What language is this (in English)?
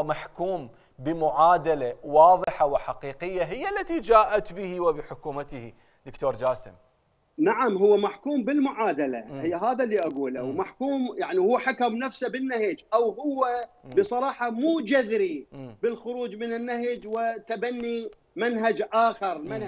Mesopotamian Arabic